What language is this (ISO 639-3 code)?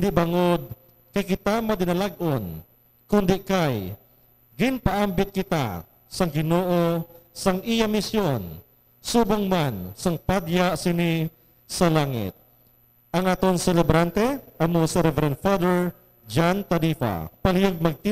hil